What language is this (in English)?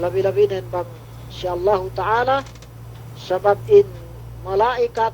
Yakan